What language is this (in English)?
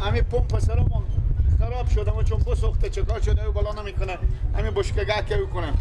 Persian